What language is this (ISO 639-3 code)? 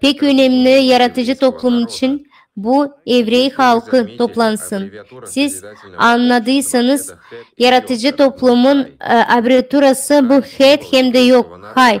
gag